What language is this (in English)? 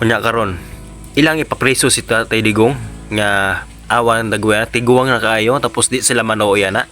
Cebuano